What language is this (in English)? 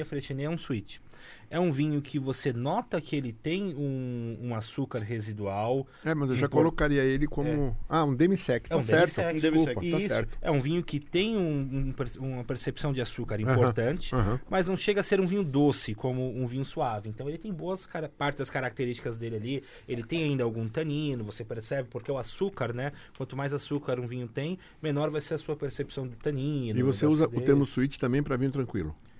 Portuguese